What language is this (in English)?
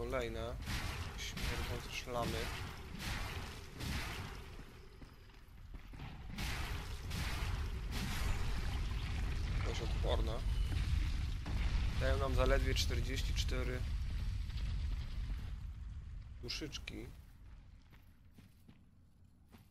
Polish